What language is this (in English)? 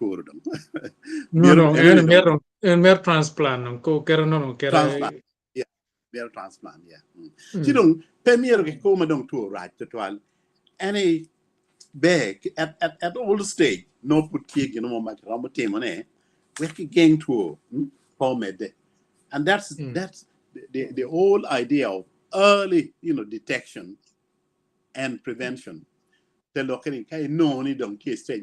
Acoli